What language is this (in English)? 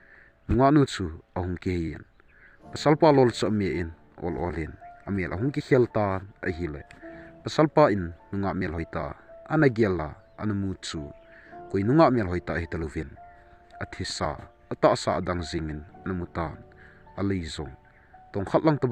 Thado Chin